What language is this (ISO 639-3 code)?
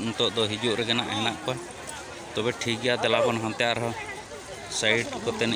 sat